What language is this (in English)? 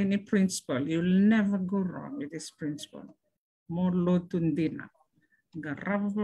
Fijian